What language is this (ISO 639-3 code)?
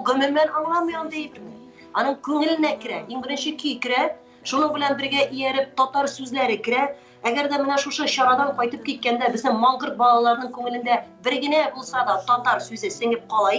tat